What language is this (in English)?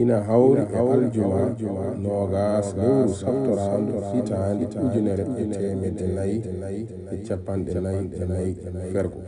Fula